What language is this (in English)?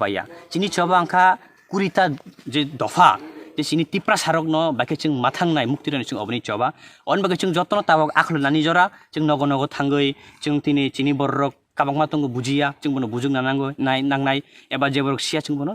Kok Borok